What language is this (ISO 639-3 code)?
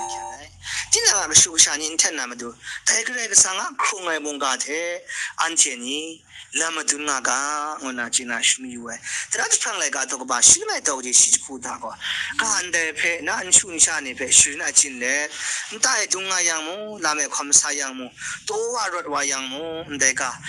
kac